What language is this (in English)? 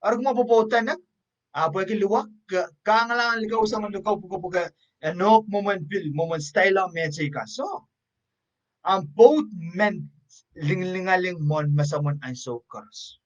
Pohnpeian